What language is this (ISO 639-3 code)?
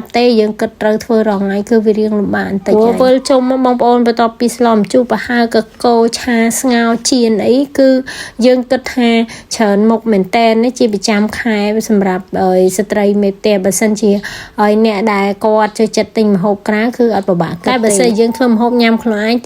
khm